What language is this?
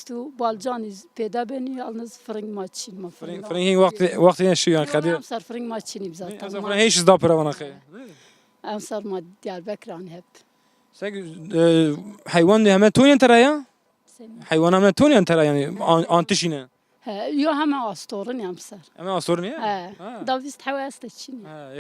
Zaza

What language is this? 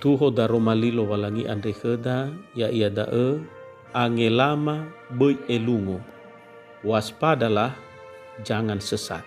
Nias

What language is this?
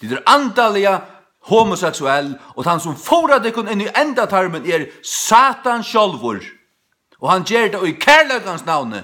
Faroese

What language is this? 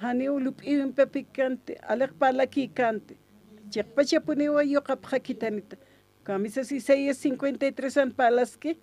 Aymara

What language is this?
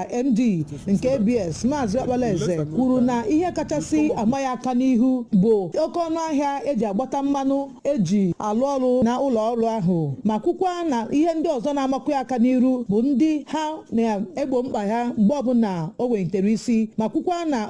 Igbo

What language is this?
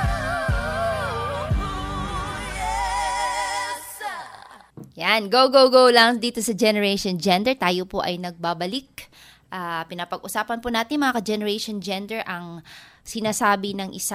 Filipino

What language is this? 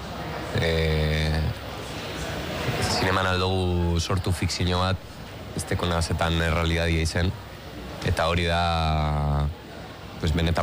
Basque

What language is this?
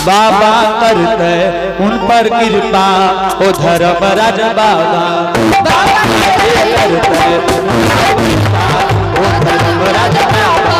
Angika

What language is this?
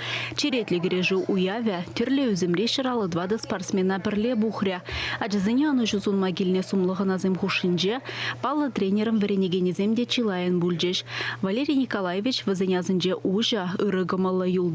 Chuvash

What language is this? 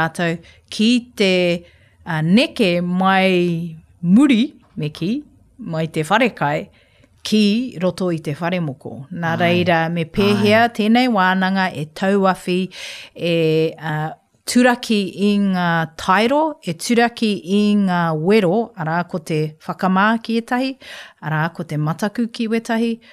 Māori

